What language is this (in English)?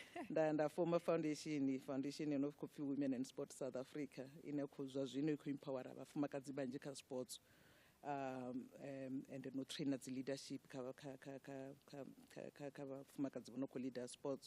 Venda